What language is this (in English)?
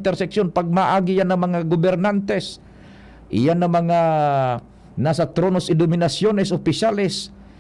Bikol